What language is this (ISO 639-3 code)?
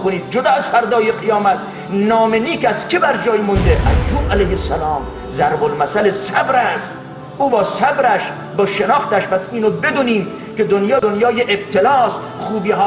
fas